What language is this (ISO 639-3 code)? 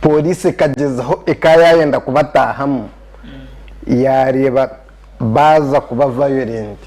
nyn